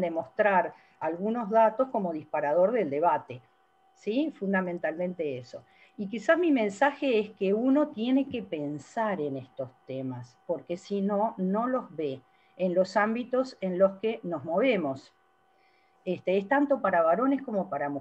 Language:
Spanish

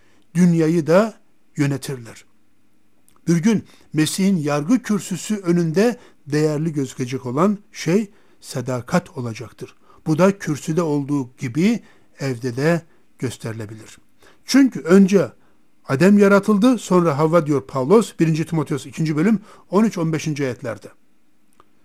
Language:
Turkish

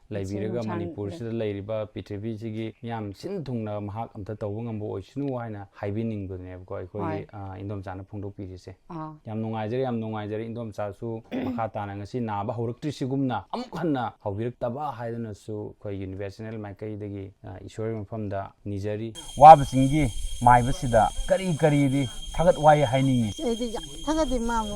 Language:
Manipuri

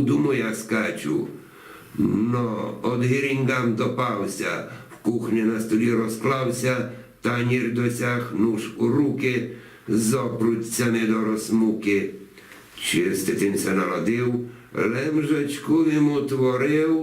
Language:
Rusyn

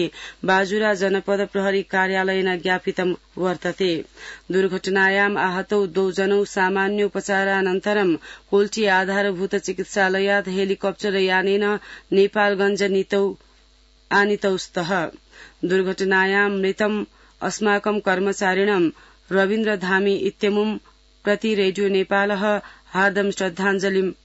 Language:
Sanskrit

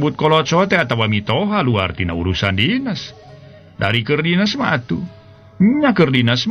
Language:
Sundanese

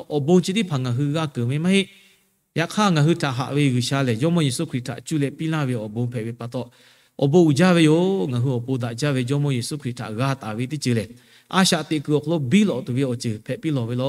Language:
Lahu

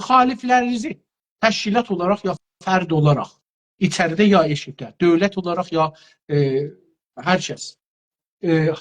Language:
South Azerbaijani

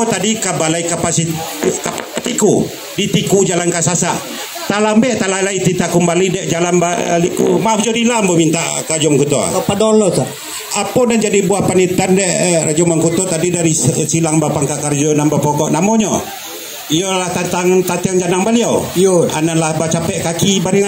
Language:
Minangkabau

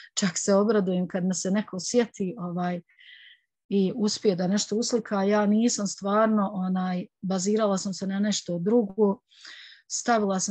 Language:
Bosnian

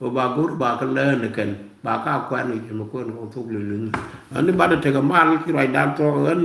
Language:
Nuer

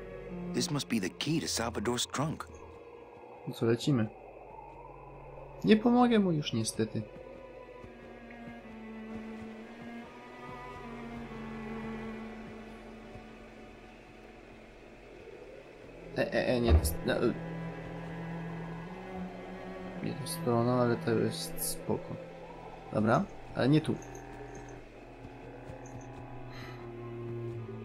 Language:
Polish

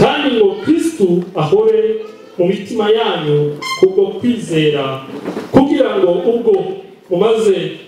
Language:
Kinyarwanda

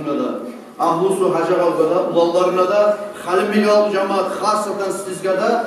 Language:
Kumyk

